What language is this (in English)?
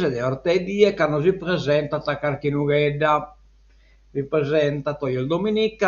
Sardinian